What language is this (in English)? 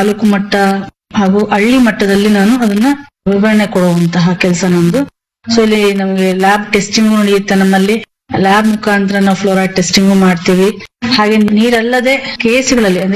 Kannada